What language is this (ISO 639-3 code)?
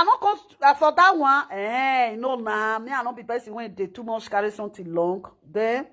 pcm